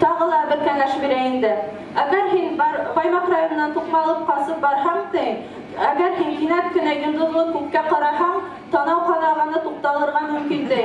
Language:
Bashkir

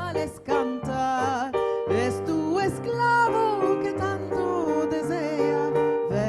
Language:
Ladino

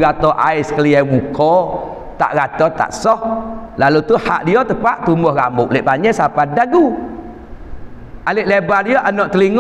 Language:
Malay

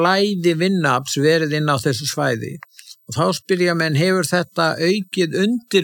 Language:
Icelandic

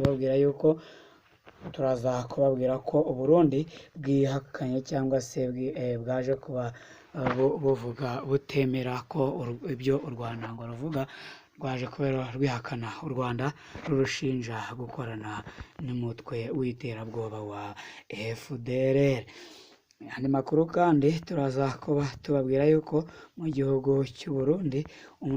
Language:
Kinyarwanda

